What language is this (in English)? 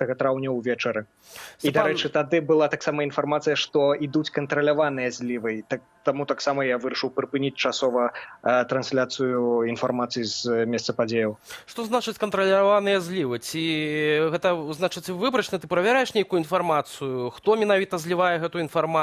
Belarusian